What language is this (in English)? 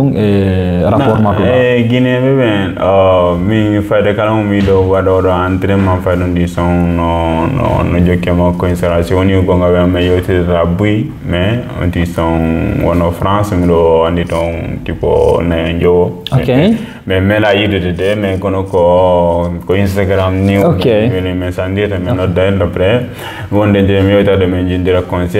Fula